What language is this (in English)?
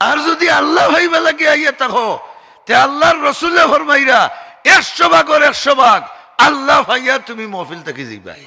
Sylheti